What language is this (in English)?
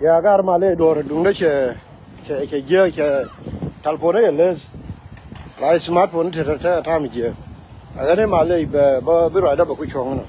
Nuer